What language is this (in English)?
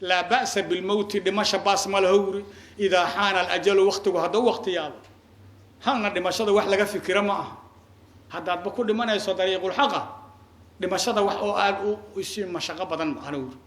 Somali